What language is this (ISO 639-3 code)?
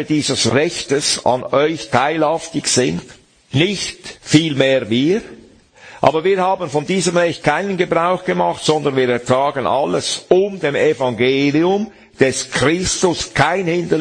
deu